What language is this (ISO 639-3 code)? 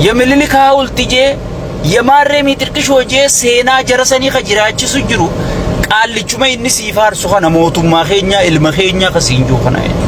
orm